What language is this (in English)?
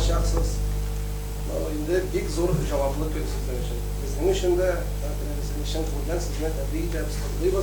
Tatar